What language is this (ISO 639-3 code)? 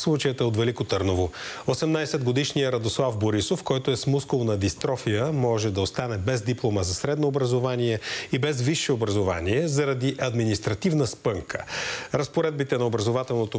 bul